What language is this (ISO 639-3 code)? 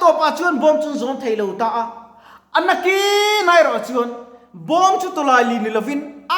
lus